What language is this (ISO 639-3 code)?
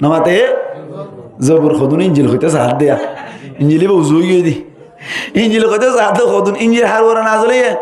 rhg